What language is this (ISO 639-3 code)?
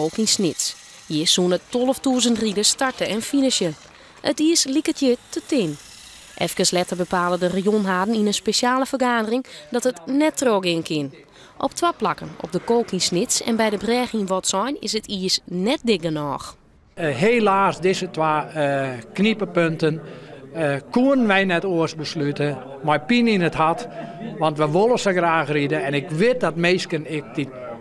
fry